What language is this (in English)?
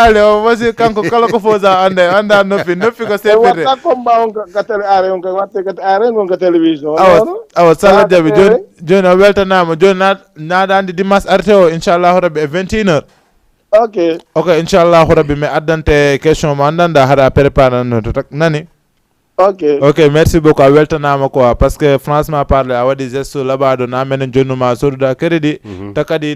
Fula